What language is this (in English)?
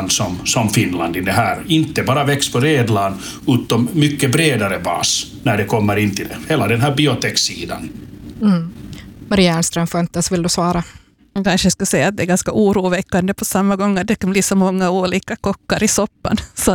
Swedish